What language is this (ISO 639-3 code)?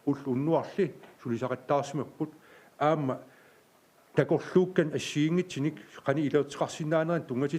kal